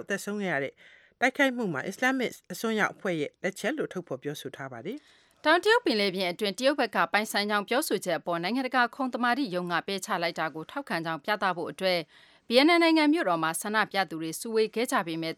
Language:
Burmese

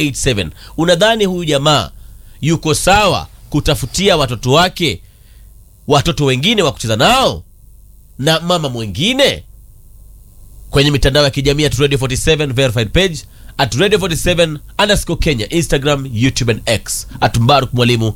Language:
Swahili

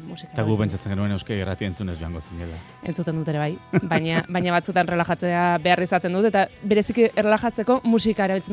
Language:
Basque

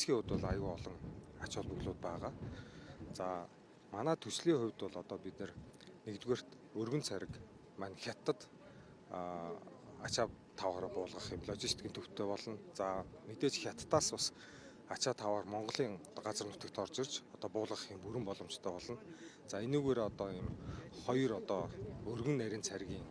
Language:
Mongolian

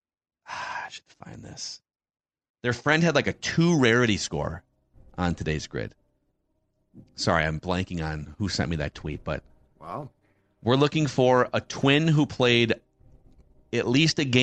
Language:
English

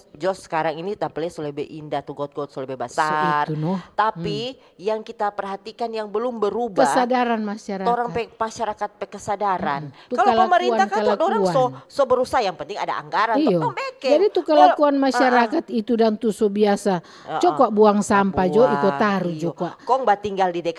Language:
Manado Malay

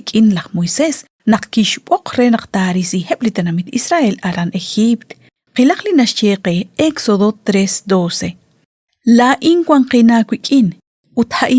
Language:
Kekchí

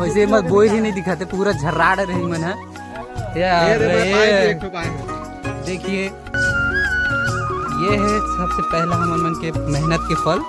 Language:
Chhattisgarhi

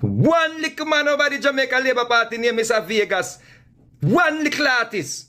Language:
Jamaican Creole English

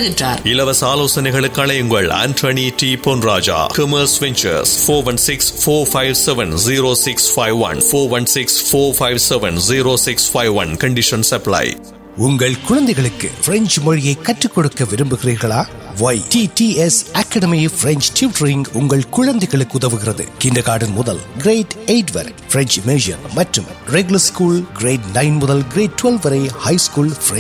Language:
Tamil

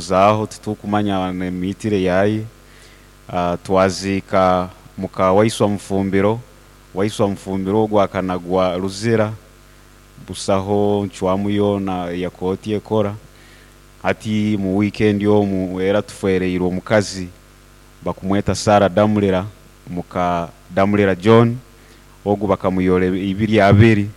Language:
Nyoro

